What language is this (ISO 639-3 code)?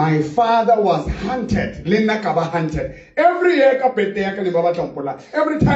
sot